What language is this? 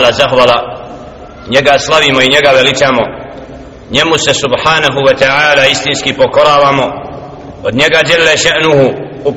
Bosnian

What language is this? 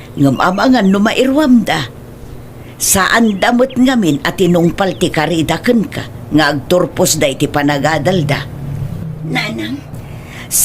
Iloko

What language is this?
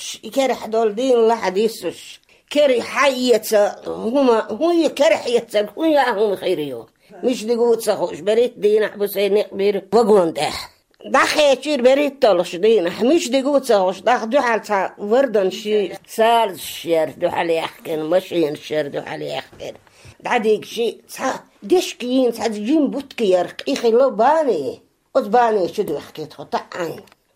Chechen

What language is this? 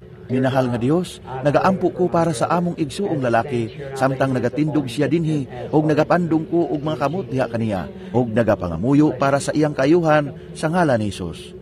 Cebuano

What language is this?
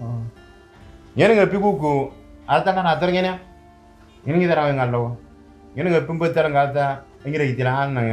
Moro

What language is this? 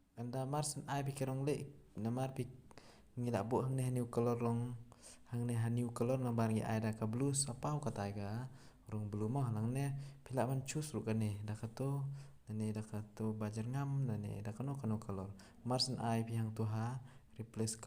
Khasi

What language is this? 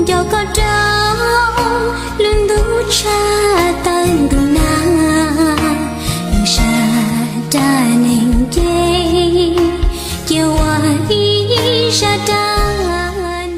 Hmong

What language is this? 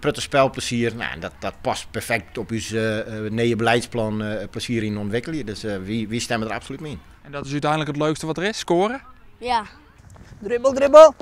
Western Frisian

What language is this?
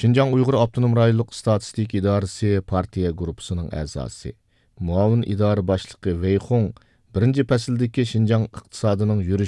Uyghur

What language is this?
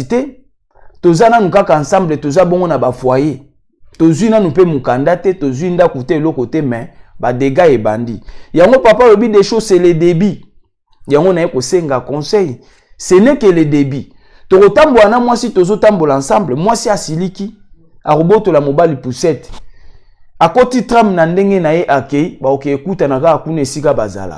Lingala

